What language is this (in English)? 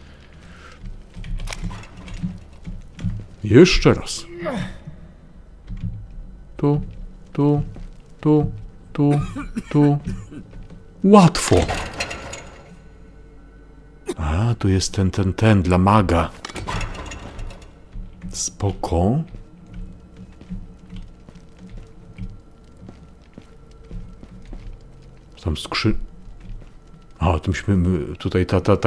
Polish